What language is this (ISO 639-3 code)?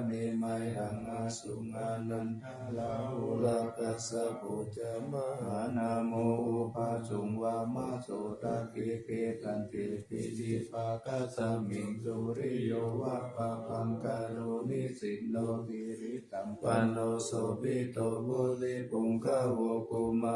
pli